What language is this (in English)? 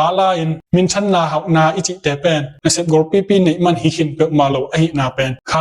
Tedim Chin